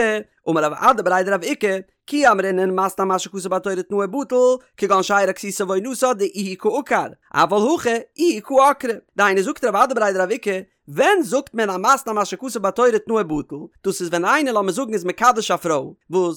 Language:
Yiddish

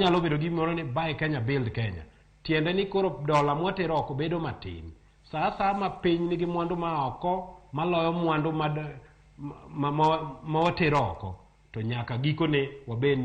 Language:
Luo (Kenya and Tanzania)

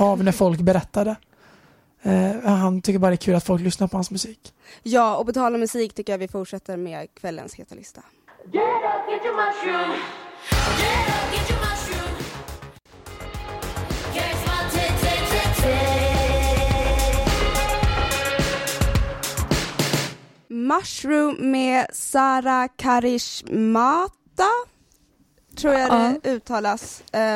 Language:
Swedish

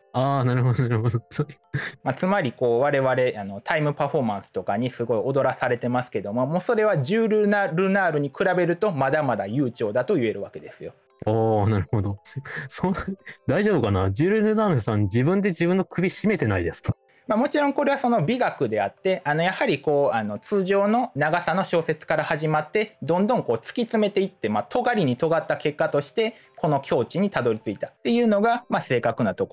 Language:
Japanese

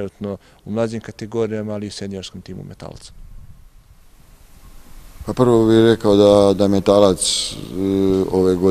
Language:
Serbian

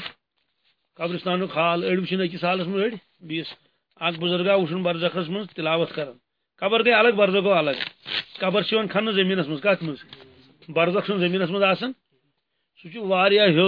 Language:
Kashmiri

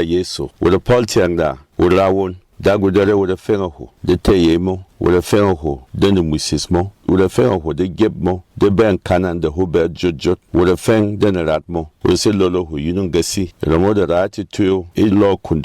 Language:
Berom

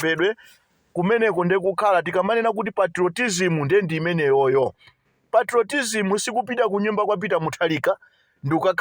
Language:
Nyanja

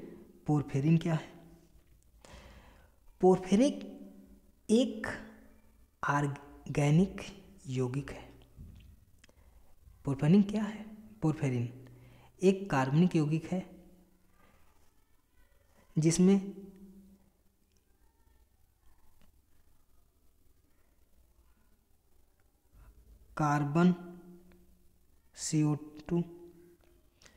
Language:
Hindi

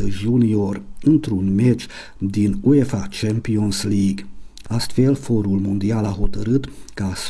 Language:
Romanian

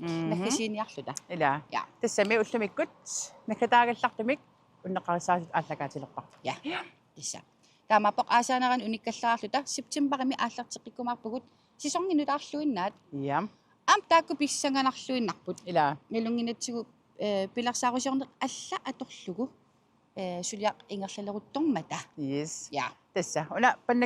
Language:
Kalaallisut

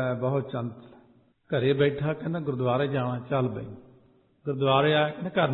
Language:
Punjabi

